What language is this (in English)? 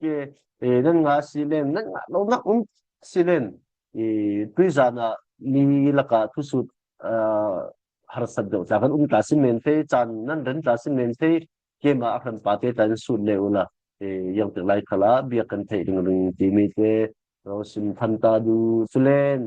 Falam Chin